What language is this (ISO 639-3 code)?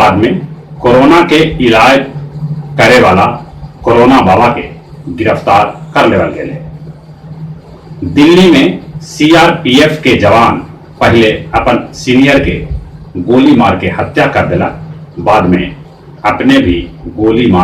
mag